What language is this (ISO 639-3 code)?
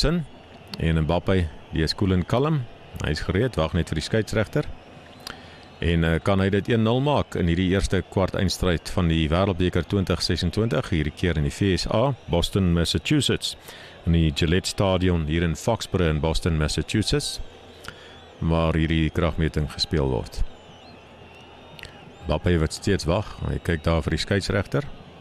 afr